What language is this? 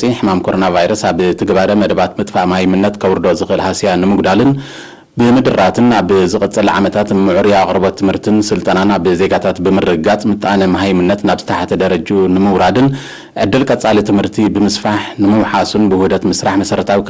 Tigrinya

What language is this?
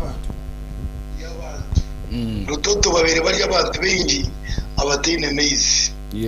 Nyankole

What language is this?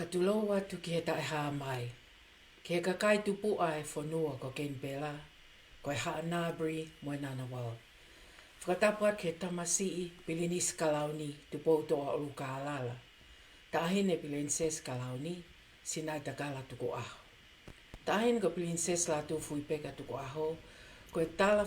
Tongan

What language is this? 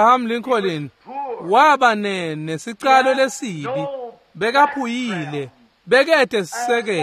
Swati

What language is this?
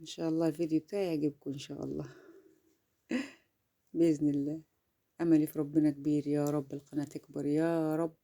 Egyptian Arabic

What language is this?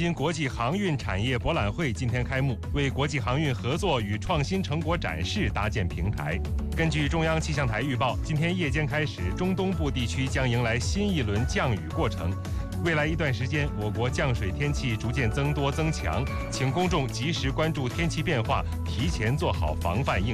Chinese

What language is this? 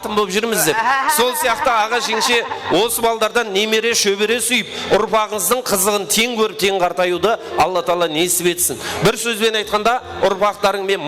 Kara-Kalpak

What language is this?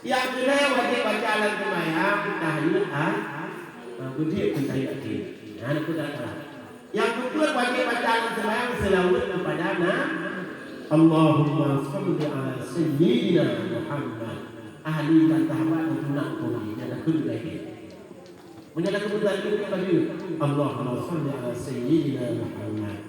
Achinese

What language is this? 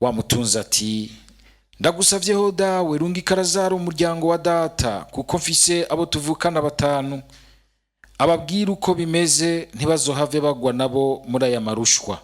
Rundi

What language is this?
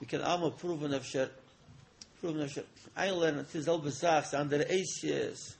Yiddish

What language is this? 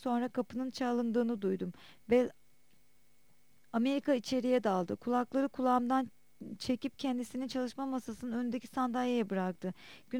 Turkish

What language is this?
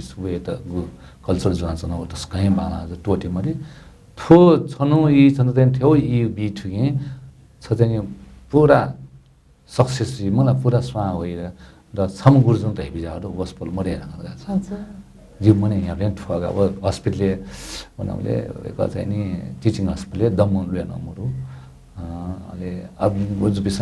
Newari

